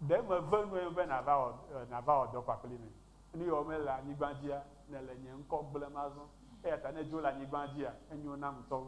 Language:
Ewe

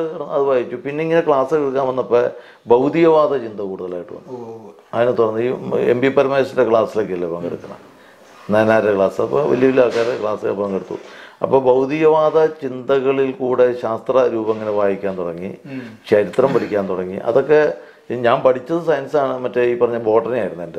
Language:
Malayalam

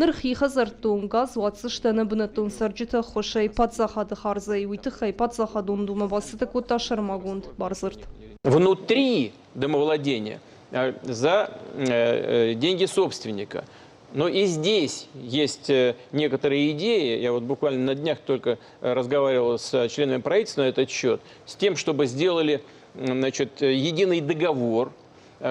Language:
Ossetic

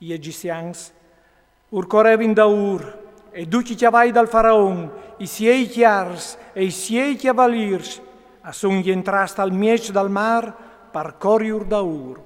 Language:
Friulian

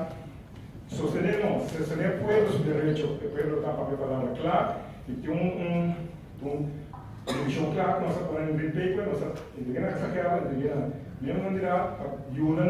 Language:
Papiamento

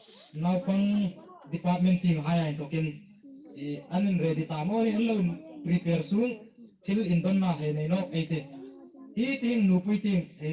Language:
Hmar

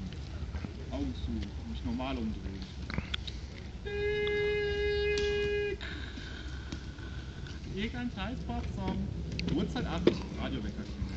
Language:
German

